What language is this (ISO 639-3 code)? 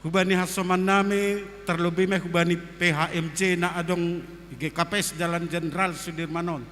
bts